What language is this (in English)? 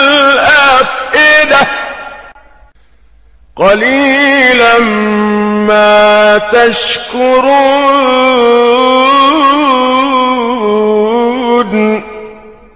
Arabic